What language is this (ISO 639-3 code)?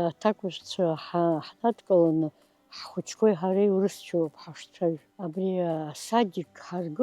abk